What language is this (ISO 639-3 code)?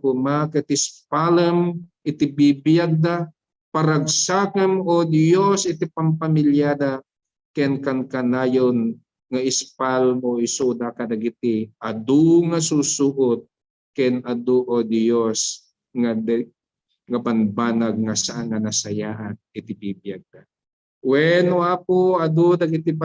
ilo